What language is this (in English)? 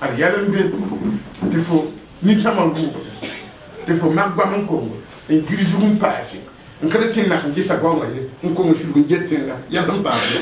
Mossi